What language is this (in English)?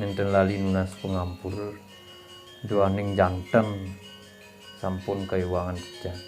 Balinese